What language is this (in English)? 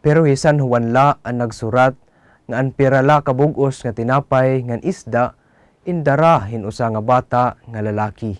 Waray